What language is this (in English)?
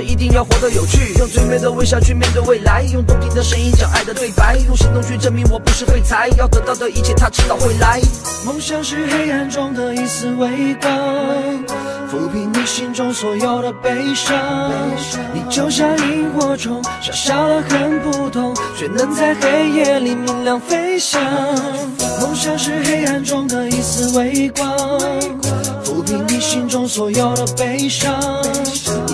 Chinese